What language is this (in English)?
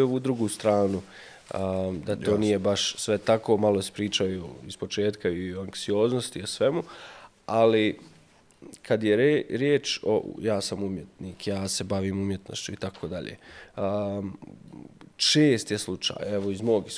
Bosnian